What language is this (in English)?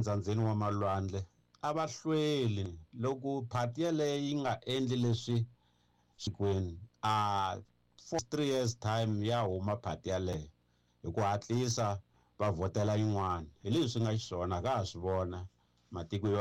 Tsonga